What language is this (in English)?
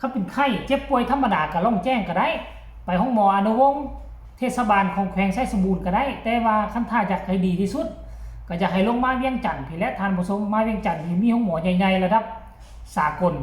Lao